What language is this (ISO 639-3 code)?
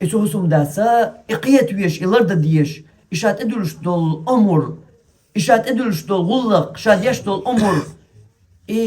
che